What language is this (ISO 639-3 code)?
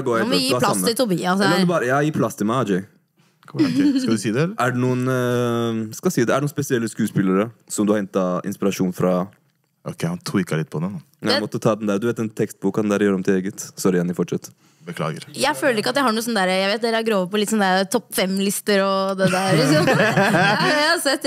nor